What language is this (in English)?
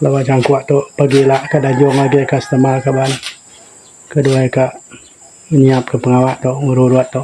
Iban